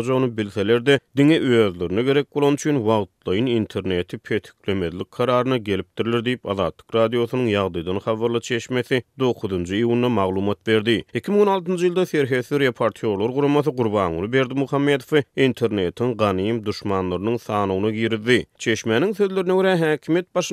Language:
Turkmen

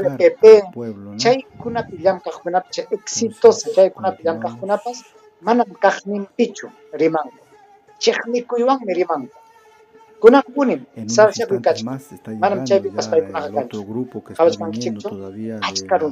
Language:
Ayacucho Quechua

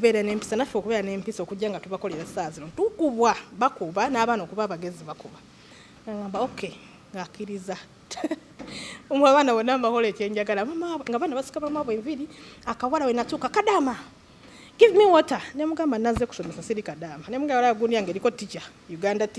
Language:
Ganda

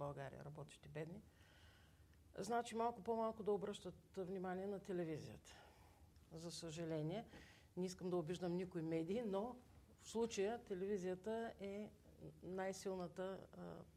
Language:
Bulgarian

